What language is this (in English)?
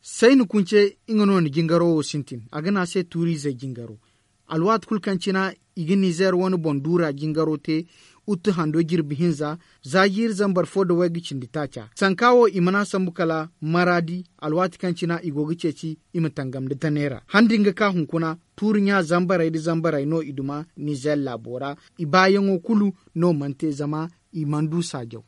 Zarma